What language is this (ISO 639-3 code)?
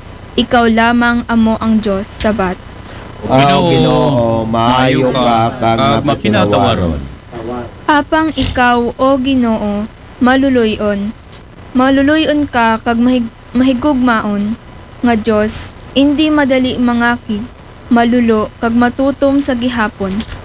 akl